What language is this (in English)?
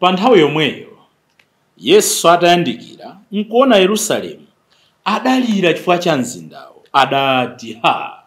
Nyanja